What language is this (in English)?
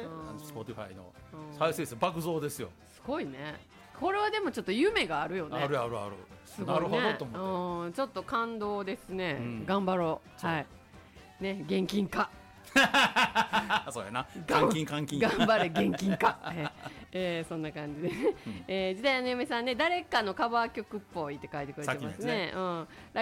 Japanese